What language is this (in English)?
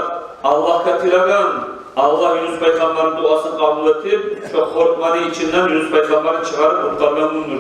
Kumyk